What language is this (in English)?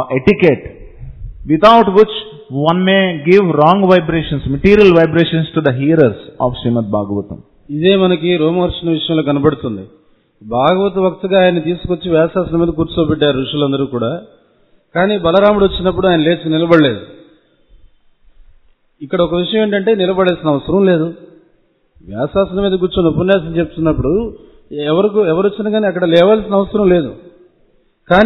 Telugu